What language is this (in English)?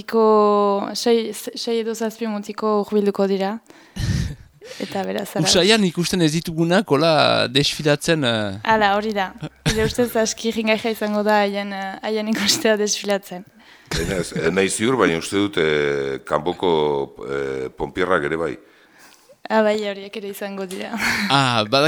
Basque